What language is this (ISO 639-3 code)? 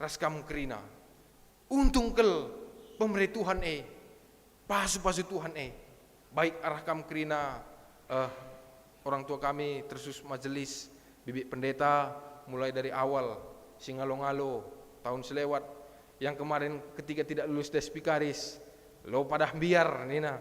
btx